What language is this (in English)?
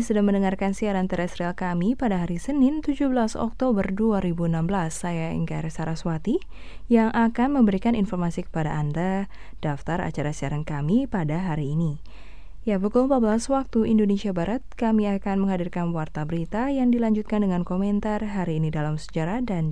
Indonesian